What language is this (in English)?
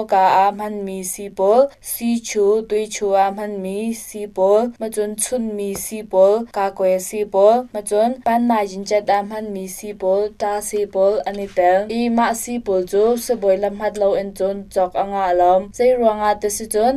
Hakha Chin